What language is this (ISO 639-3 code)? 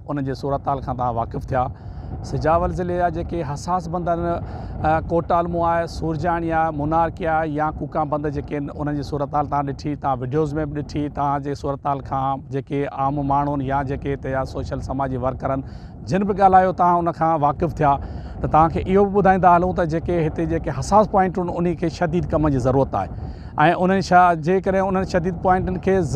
snd